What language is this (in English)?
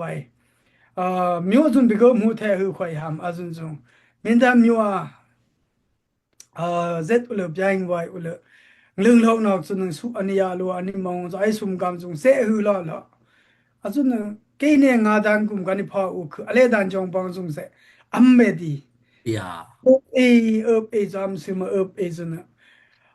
Daai Chin